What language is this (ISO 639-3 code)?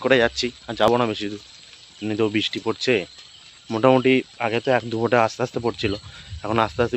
ben